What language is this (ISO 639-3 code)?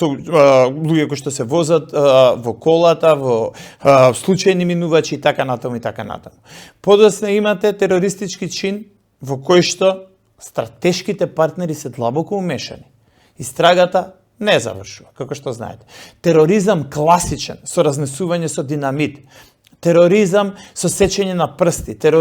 mkd